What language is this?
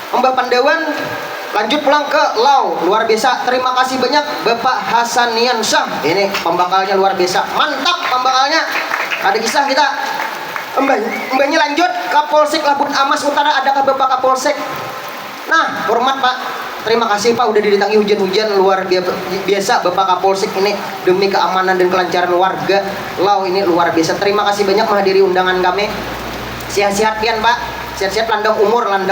Banjar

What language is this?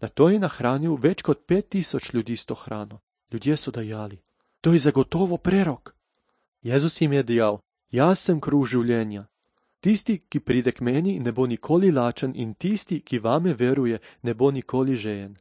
Slovenian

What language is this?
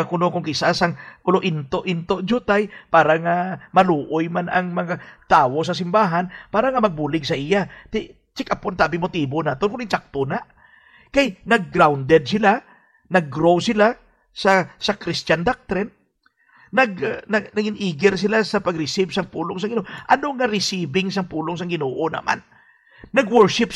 Hiligaynon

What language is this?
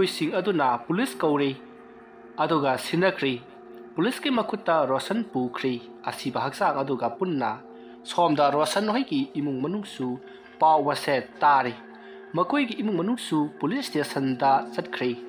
Manipuri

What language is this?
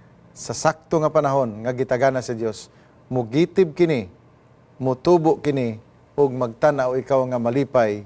Cebuano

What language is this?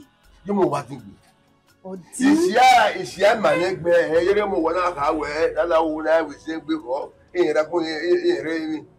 Bini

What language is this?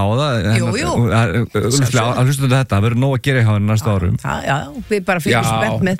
Icelandic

